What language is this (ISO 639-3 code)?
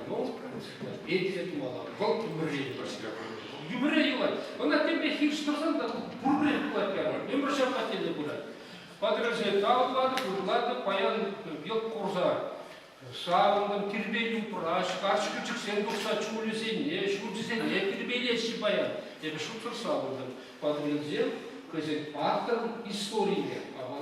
chv